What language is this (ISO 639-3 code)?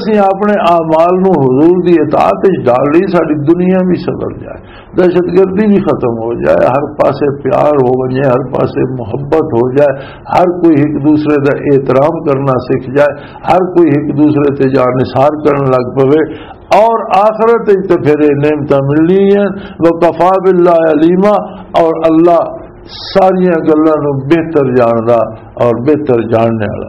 lah